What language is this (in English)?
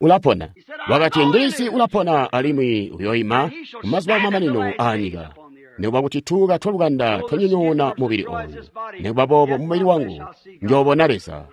Tonga (Zambia)